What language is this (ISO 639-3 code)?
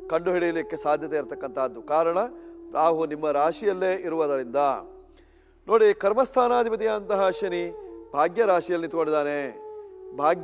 kan